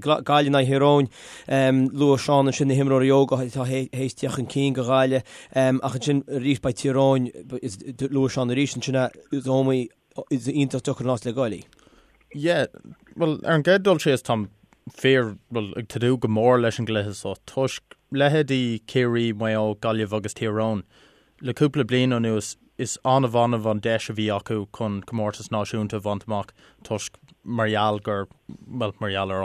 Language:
Irish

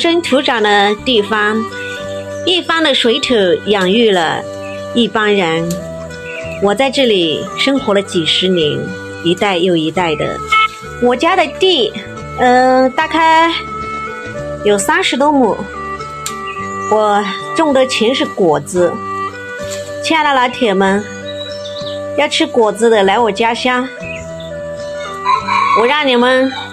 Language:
Chinese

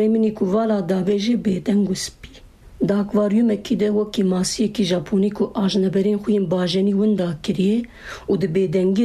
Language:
Kurdish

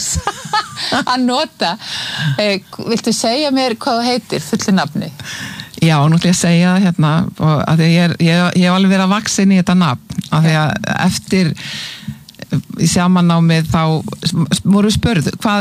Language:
Icelandic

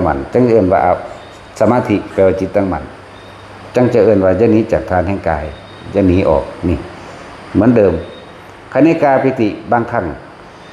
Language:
Northeastern Thai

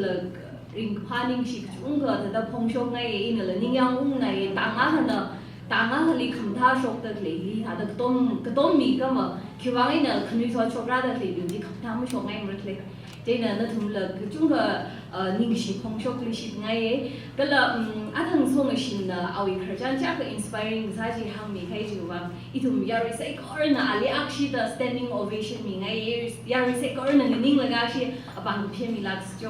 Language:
Tangkhul Naga (India)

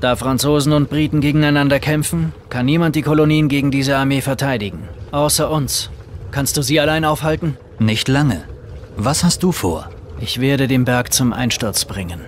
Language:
Bavarian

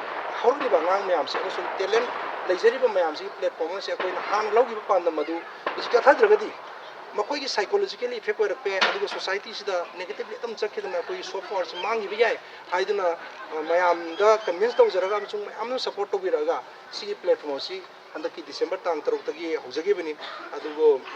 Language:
Manipuri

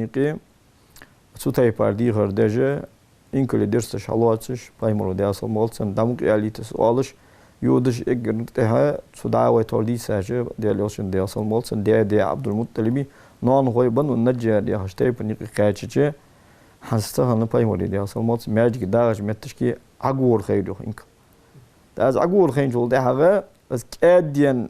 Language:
Ingush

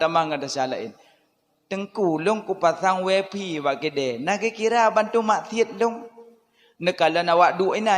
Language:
Achinese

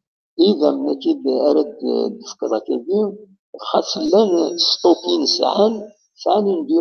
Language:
Kabyle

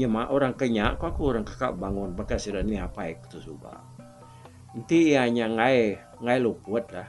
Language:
Iban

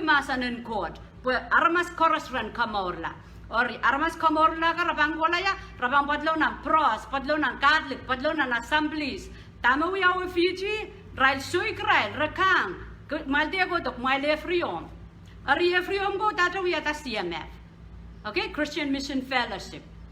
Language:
Pohnpeian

